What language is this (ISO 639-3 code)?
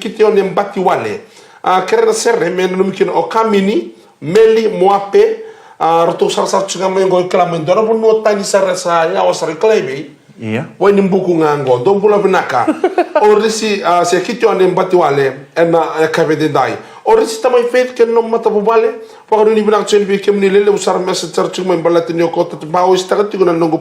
fij